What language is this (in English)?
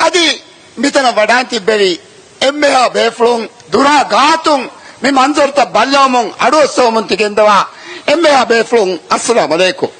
Divehi